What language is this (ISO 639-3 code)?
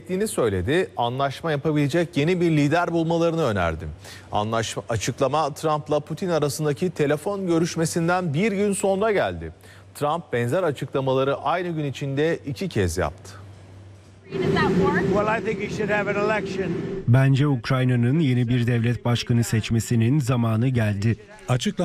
tur